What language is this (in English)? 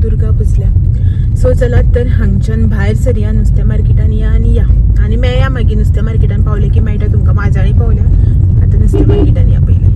Konkani